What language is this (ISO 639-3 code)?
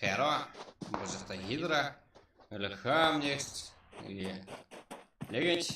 kaa